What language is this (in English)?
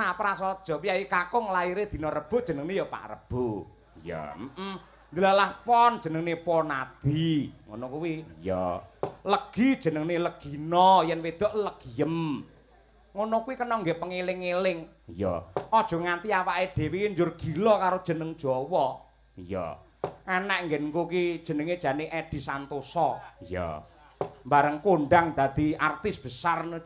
Javanese